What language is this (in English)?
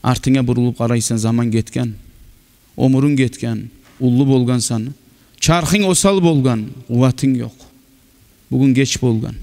Kumyk